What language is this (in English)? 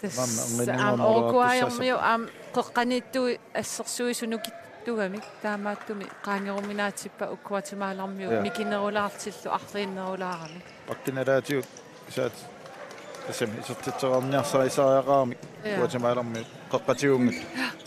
Kalaallisut